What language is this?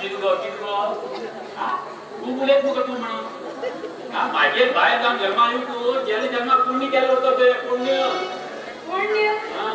Konkani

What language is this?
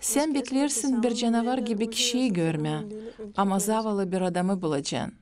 Gagauz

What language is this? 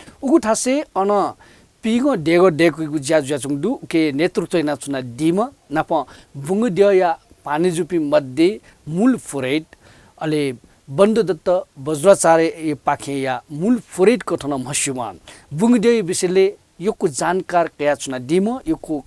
Newari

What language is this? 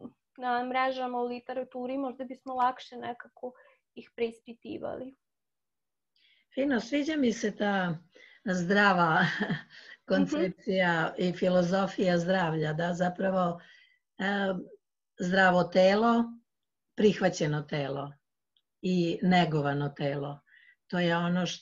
Serbian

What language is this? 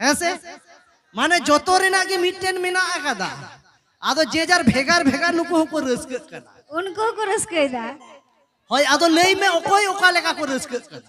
Santali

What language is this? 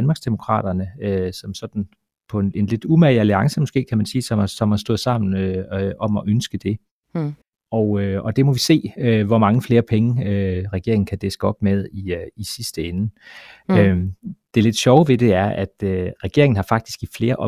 Danish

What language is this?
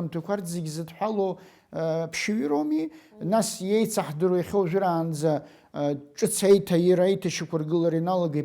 Abkhazian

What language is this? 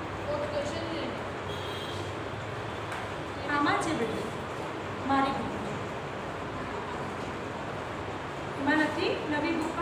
Gujarati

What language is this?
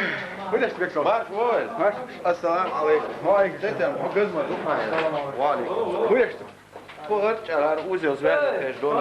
Chechen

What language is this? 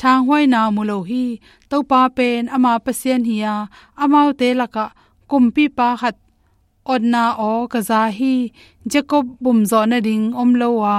Tedim Chin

